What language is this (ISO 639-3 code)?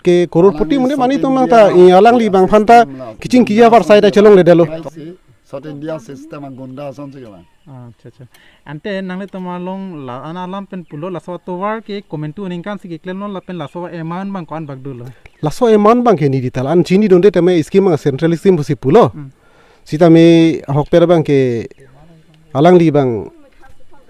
mjw